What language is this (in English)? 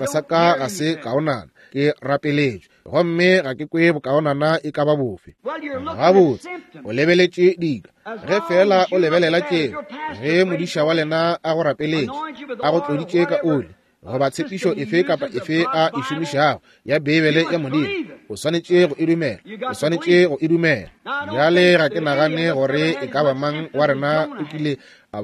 Northern Sotho